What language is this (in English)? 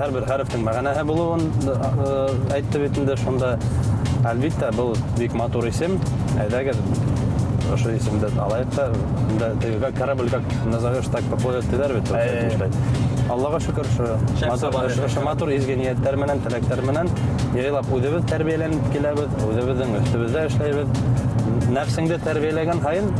Bashkir